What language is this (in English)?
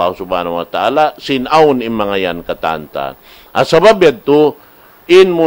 Tausug